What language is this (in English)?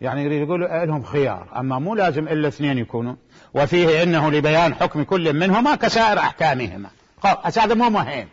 Mesopotamian Arabic